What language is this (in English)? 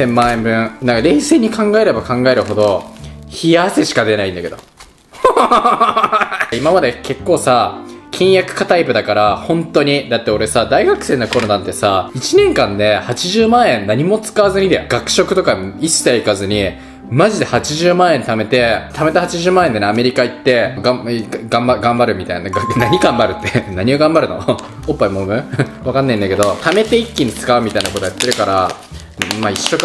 Japanese